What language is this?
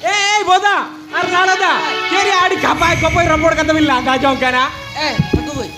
Santali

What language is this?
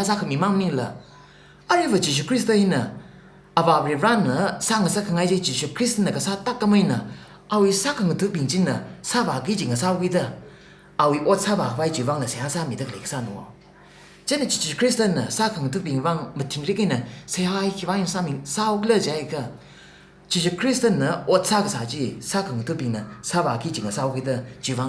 Tangkhul Naga (India)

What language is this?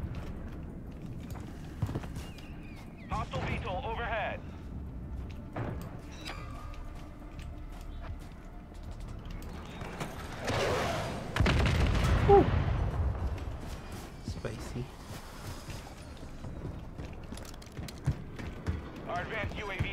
English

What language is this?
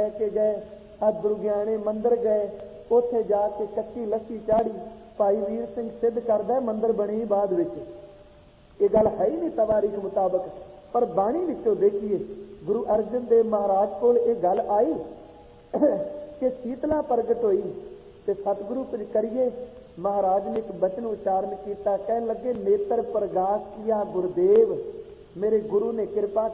Punjabi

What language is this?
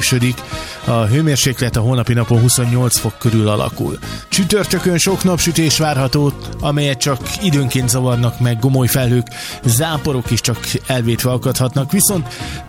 Hungarian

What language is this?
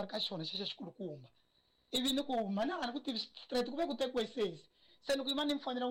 Tsonga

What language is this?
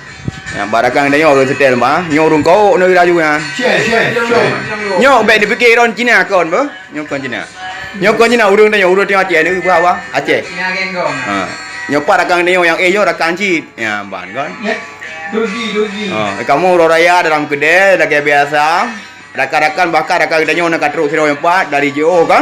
Achinese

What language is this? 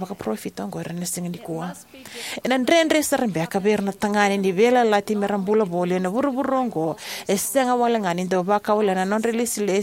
Fijian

